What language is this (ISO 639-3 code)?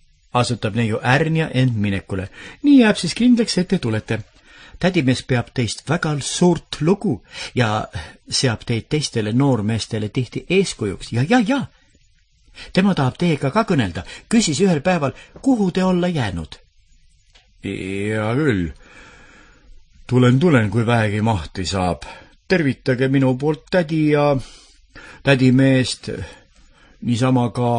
est